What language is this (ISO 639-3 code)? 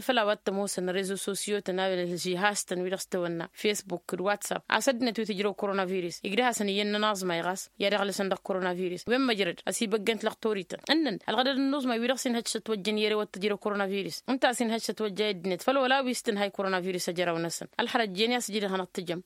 taq